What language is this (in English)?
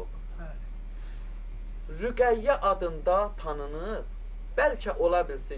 Azerbaijani